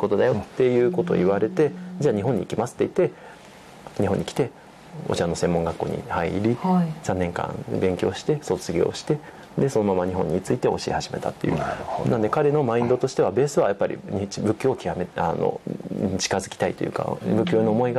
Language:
Japanese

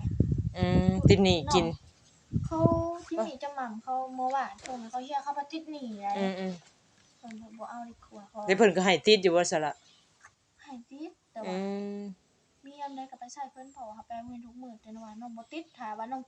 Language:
Northeastern Thai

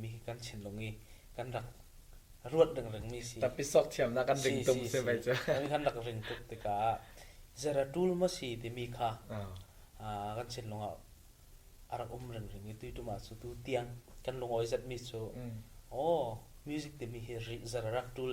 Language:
Falam Chin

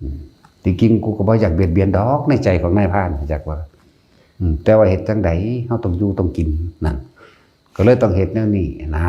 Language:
Lao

